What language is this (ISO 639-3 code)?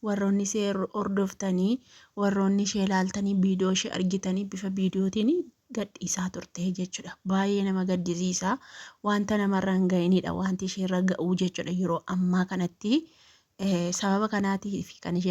orm